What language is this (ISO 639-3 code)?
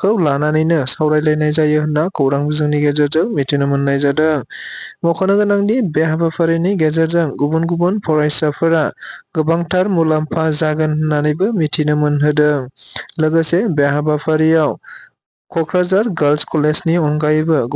brx